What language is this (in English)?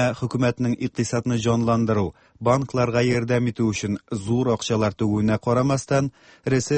Tatar